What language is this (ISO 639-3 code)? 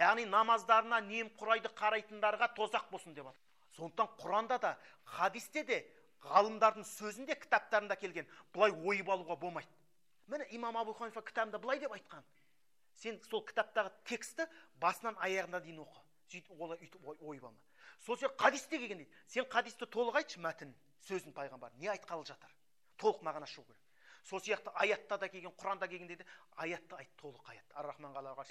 kaz